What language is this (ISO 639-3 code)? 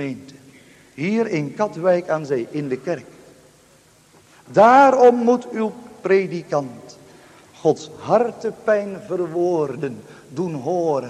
nld